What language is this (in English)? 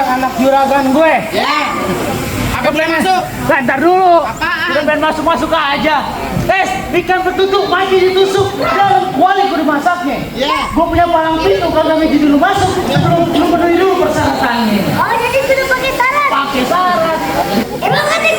Betawi